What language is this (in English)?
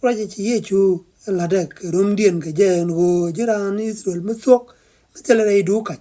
Nuer